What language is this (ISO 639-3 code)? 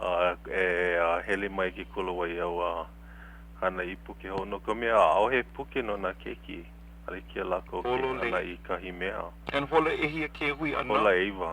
haw